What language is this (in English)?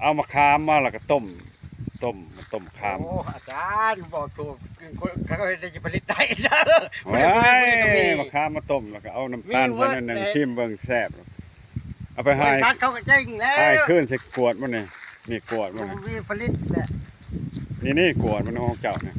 Lao